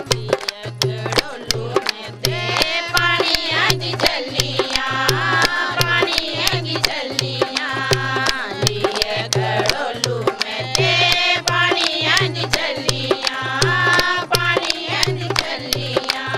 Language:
Dogri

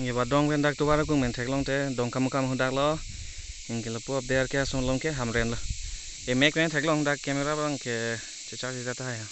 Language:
Karbi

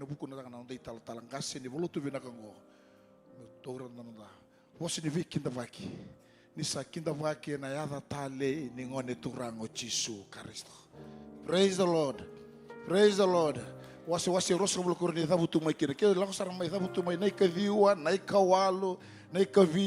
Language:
Fijian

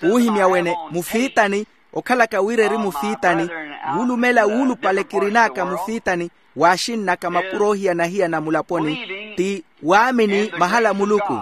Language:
Makhuwa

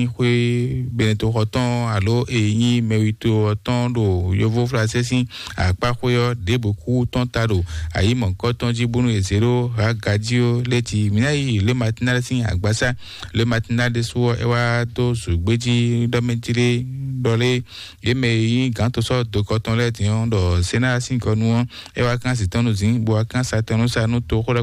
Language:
Fon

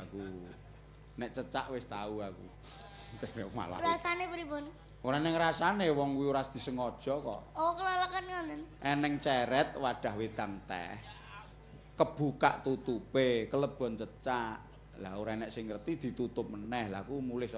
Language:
Javanese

